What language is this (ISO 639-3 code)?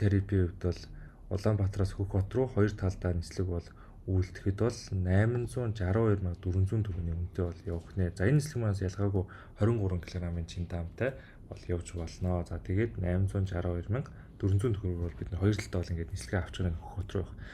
mon